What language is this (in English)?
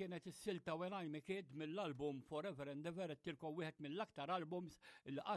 Maltese